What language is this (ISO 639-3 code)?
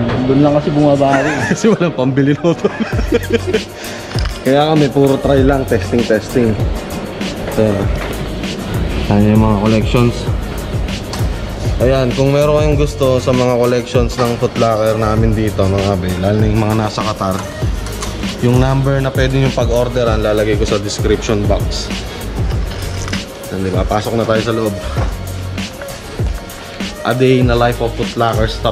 fil